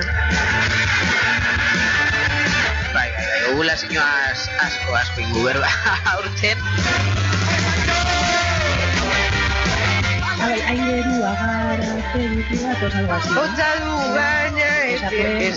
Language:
Basque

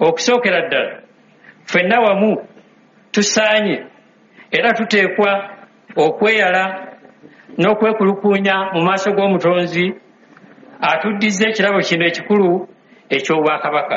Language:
Ganda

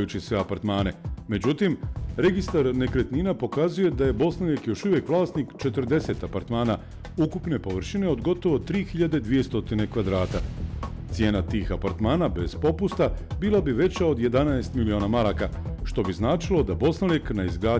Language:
Bosnian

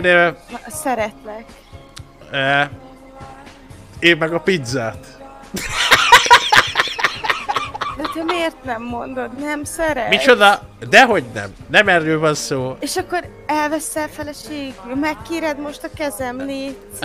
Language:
Hungarian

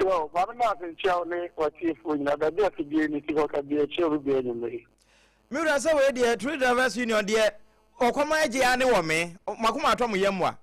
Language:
Akan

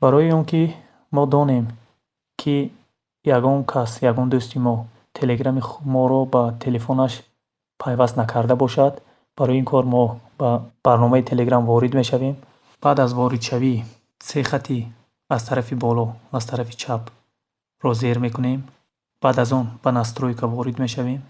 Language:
Tajik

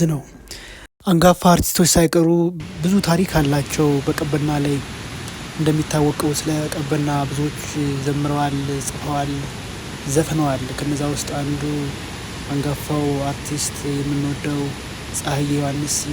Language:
Amharic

